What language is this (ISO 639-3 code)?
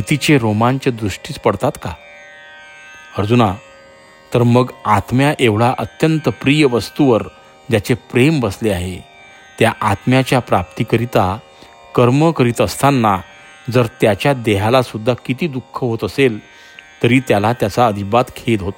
mar